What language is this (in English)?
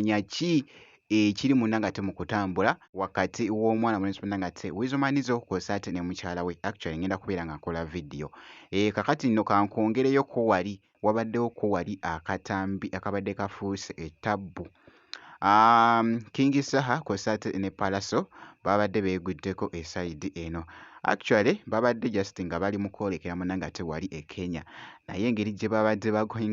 Ganda